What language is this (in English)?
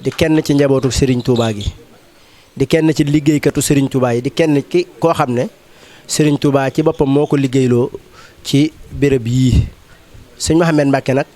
Wolof